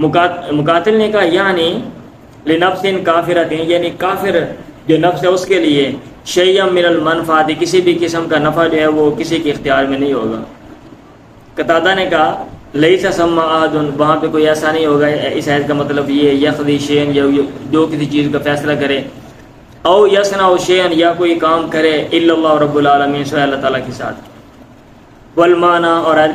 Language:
Urdu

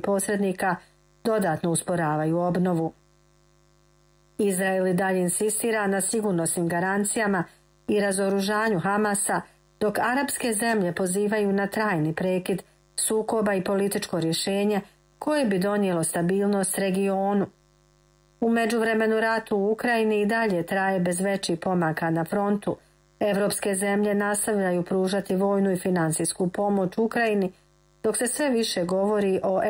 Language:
Croatian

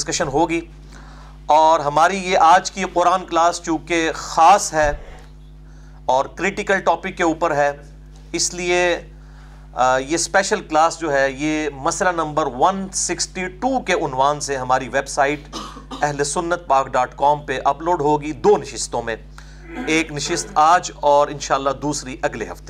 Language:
Urdu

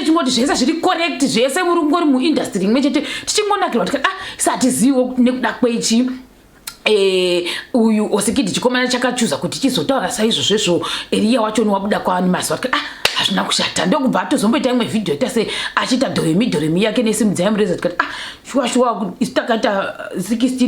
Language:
Shona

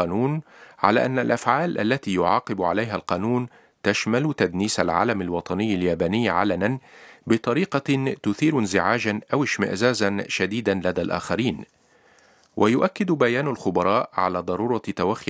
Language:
Arabic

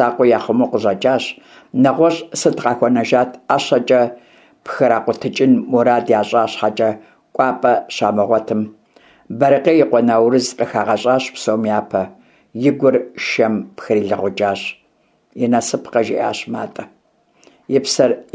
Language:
Kabardian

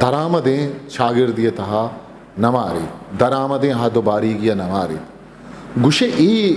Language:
Eastern Balochi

